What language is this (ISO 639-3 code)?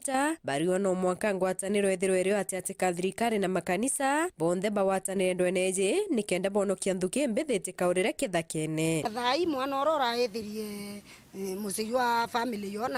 mer